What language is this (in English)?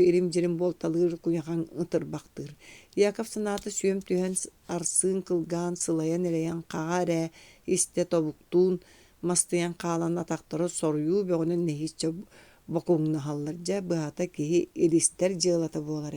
Yakut